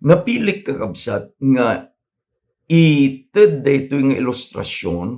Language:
Iloko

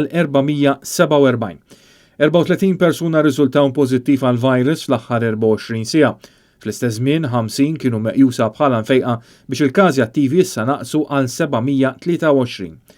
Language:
Maltese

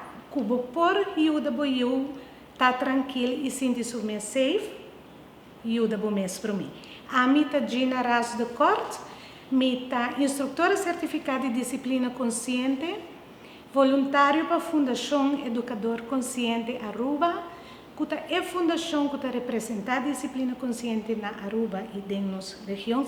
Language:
Papiamento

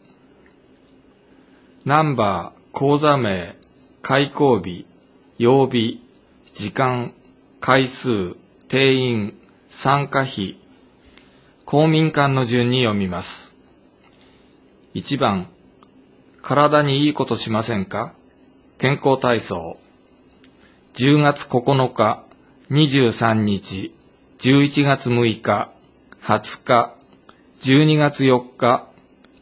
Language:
Japanese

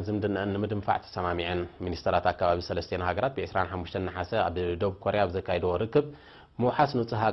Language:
Tigrinya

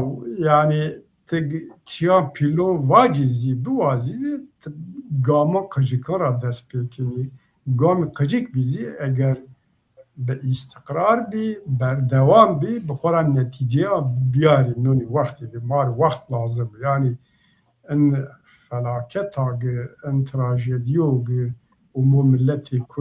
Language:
Zaza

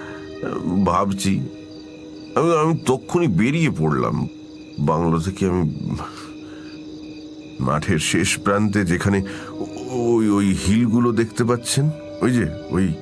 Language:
Bangla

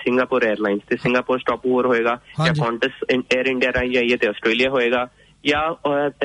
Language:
Punjabi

